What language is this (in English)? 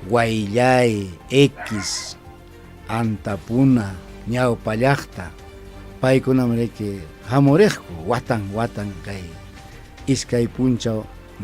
Ayacucho Quechua